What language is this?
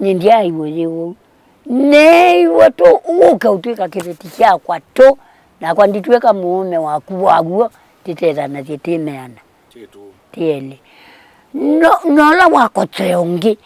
Kamba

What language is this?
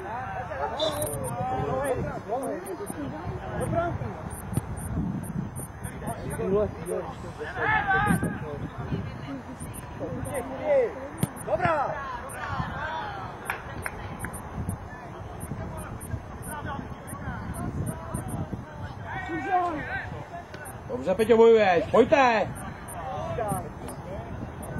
Czech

